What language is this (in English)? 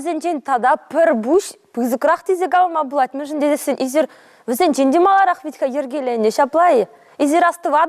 Chuvash